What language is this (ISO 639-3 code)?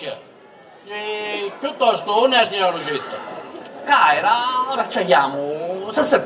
scn